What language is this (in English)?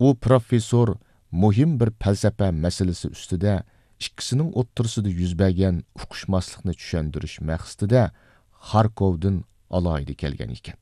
Uyghur